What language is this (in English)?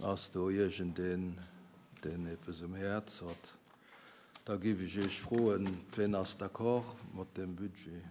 Luxembourgish